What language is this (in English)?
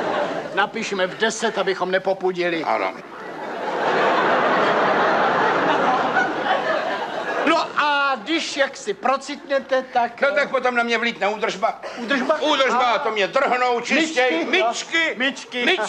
Czech